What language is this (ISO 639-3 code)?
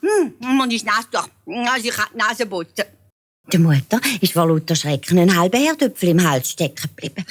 gsw